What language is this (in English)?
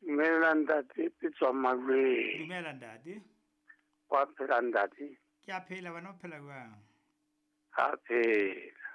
Southern Sotho